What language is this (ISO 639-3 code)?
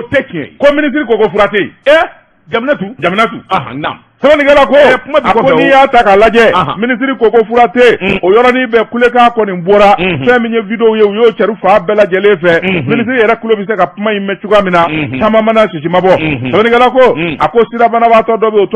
bam